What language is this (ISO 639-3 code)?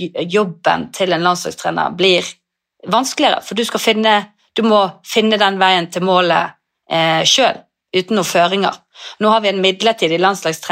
nor